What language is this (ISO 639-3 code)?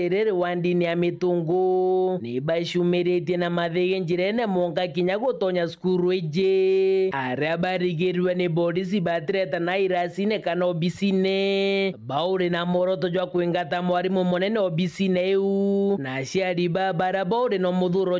mer